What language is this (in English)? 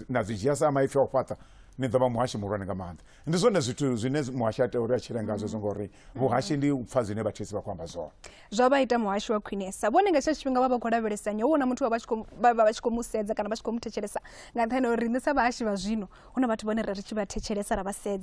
Venda